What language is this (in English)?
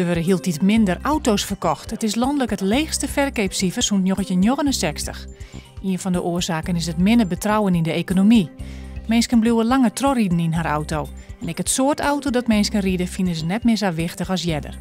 Western Frisian